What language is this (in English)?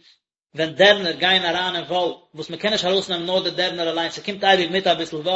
Yiddish